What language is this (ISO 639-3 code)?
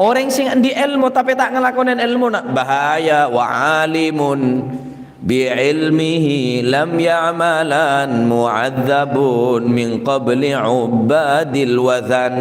mad